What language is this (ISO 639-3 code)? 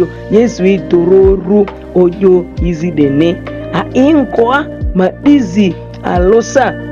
mhi